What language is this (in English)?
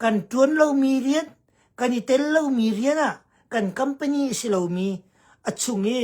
Hakha Chin